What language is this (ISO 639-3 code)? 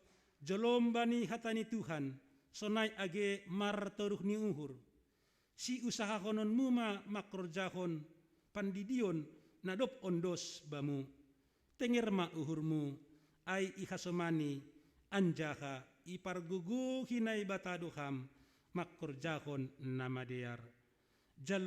bts